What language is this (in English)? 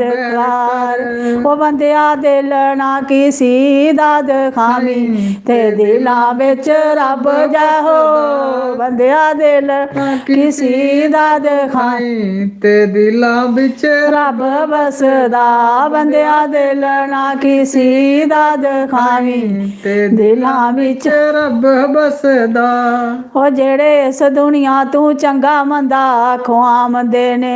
Dogri